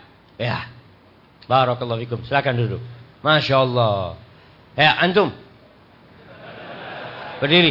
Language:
Indonesian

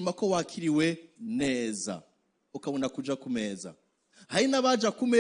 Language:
Rundi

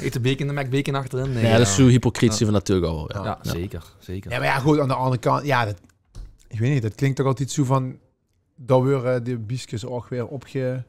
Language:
Limburgish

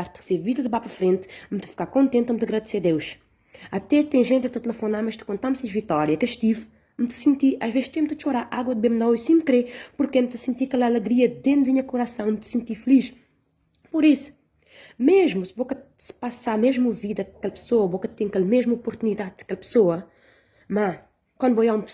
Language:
Kabuverdianu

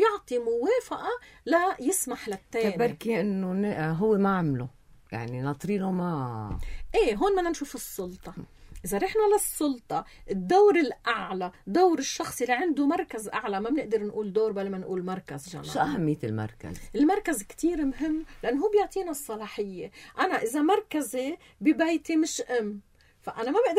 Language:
North Levantine Arabic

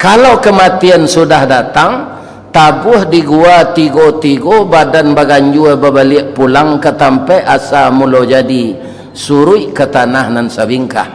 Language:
Minangkabau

